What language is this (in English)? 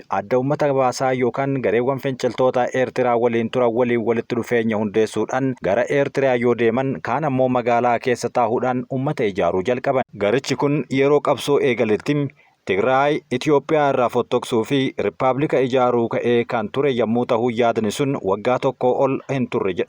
Oromo